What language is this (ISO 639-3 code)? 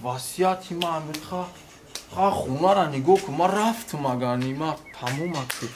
tgk